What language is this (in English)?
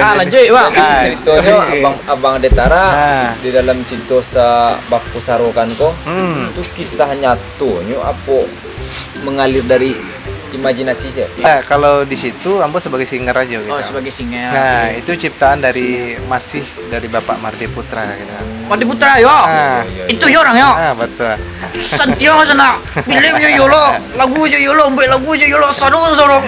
Minangkabau